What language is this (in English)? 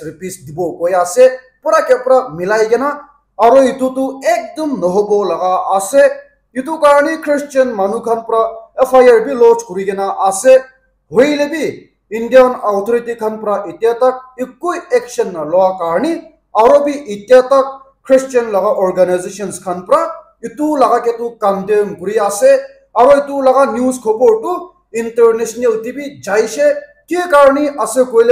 Naga Pidgin